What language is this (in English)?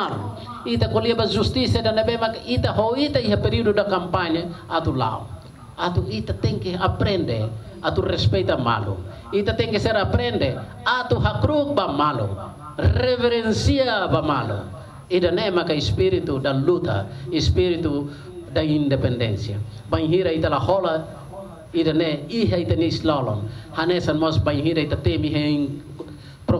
Tetum